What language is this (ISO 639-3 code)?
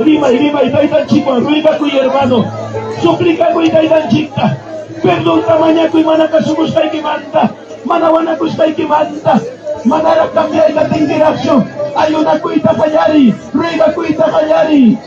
quy